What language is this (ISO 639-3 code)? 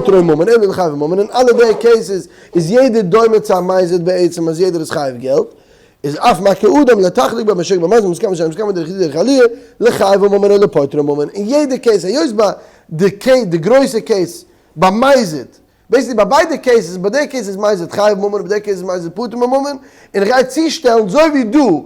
yid